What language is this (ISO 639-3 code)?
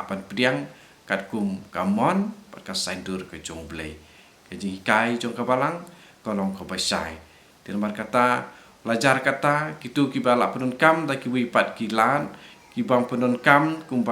kha